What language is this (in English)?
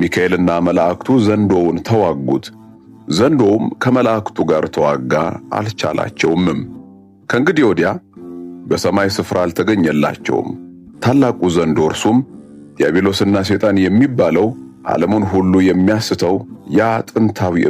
Amharic